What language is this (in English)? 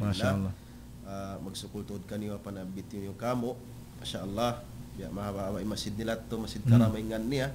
Tausug